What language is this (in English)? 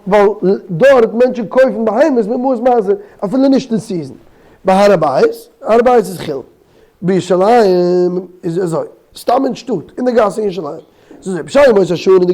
Yiddish